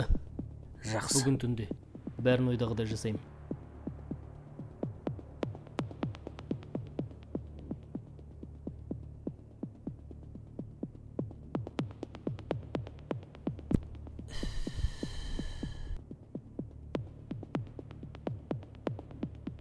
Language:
Kazakh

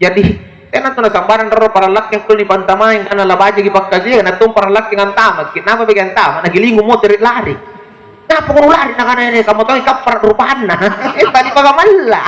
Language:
Makasar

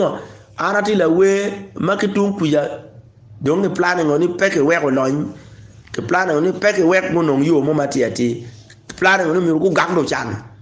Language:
Acoli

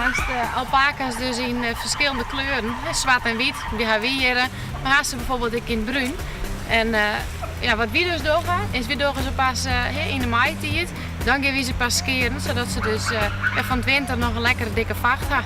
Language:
Western Frisian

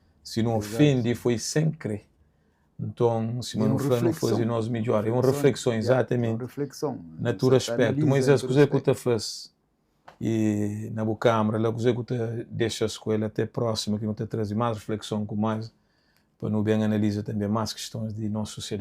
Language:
Kabuverdianu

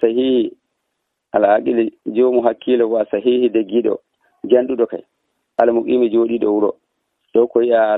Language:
Nigerian Fulfulde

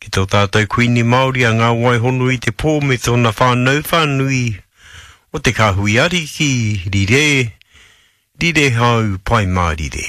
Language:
Māori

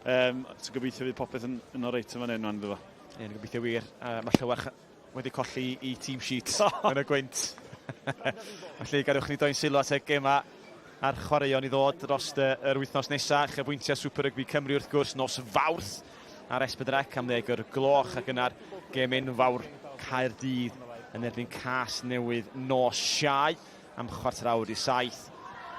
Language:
Welsh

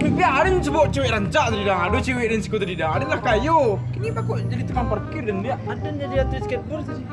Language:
Minangkabau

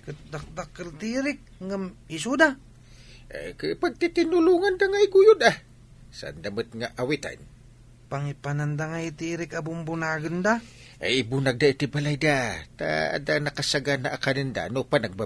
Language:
Iloko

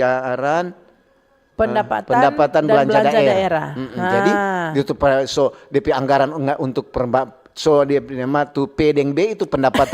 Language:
Manado Malay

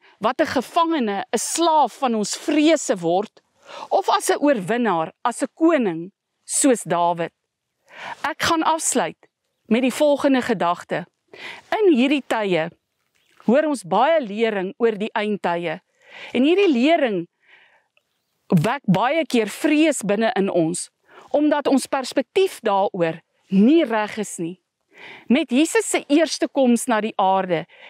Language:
Afrikaans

